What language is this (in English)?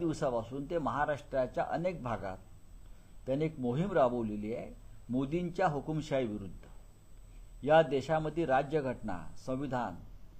Marathi